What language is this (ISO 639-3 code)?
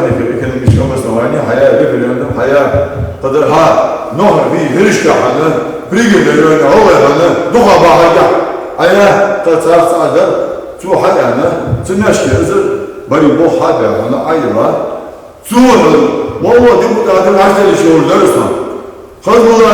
inh